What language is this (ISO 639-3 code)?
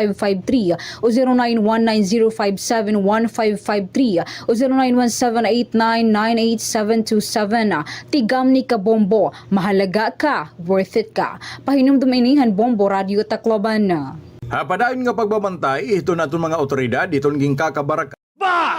war